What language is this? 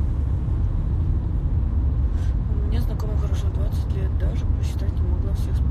Russian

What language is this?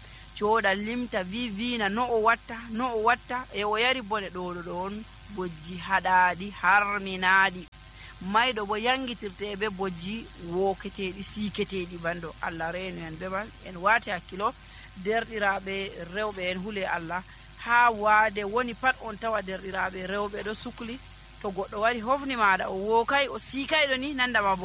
Nigerian Fulfulde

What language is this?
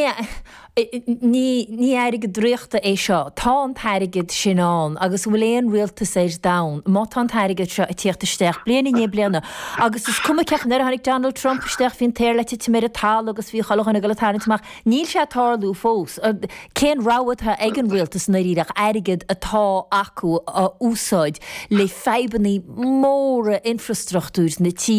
Irish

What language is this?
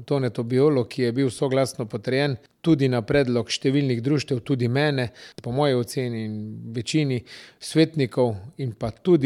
Slovenian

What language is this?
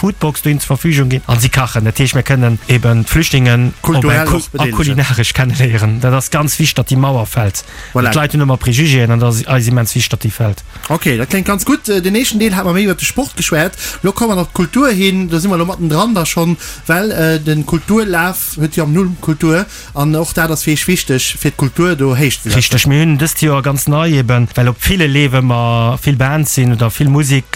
Luxembourgish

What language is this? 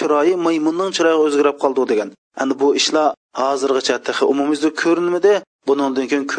Uyghur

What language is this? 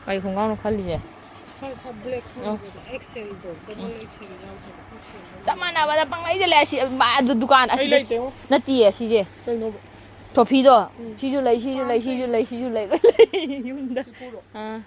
Manipuri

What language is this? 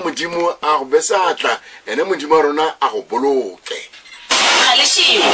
Tswana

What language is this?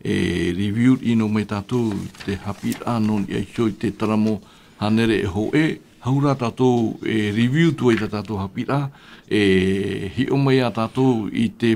Tahitian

